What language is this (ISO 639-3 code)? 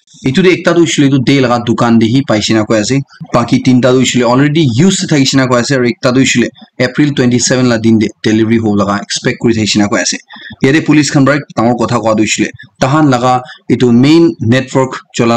nag